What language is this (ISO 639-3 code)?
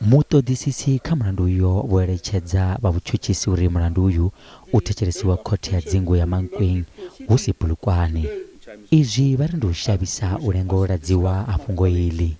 ven